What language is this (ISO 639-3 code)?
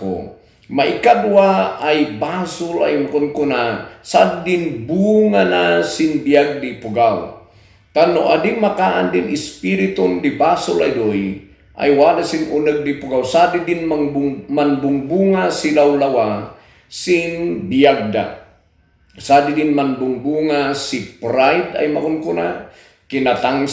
kne